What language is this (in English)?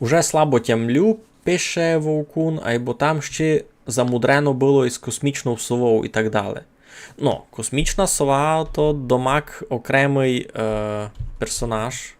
Rusyn